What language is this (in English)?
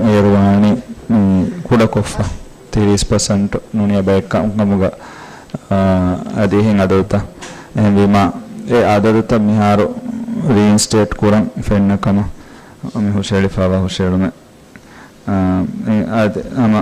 Divehi